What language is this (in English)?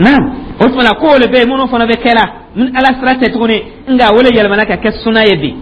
Dyula